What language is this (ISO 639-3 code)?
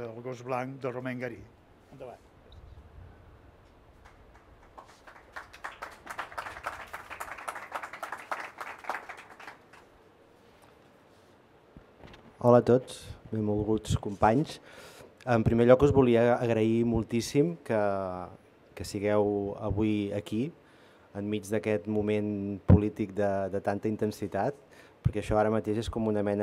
cat